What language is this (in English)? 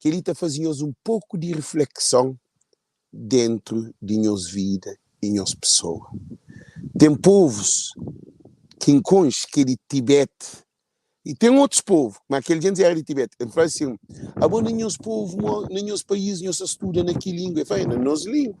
Kabuverdianu